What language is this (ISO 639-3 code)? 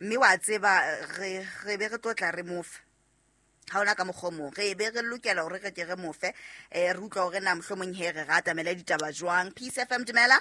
sot